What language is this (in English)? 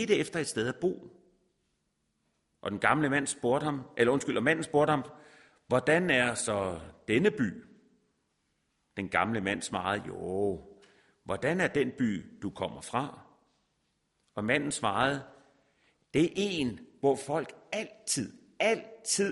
Danish